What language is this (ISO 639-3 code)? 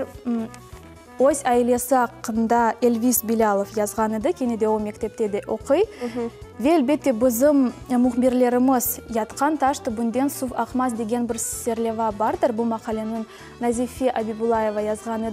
crh